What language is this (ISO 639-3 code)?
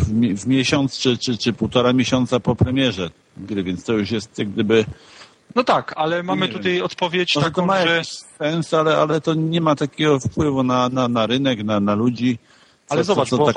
pol